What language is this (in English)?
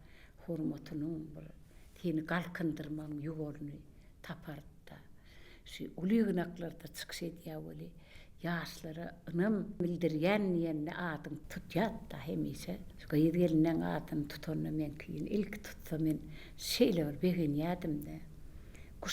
Turkmen